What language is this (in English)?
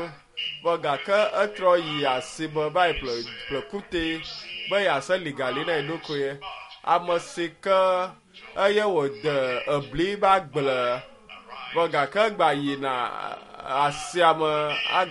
Ewe